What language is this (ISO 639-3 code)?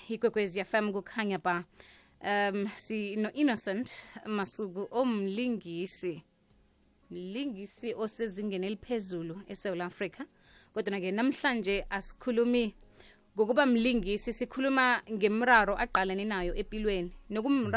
nbl